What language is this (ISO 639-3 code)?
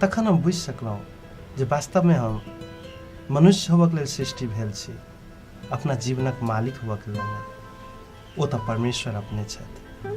mai